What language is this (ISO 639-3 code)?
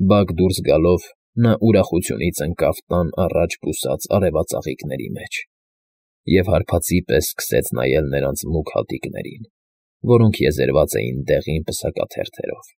hye